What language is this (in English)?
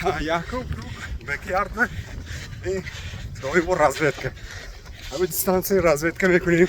Tajik